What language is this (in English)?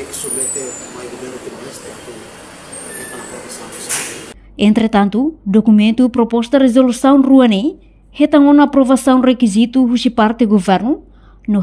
Tetum